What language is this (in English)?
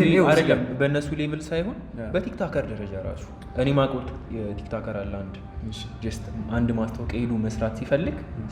Amharic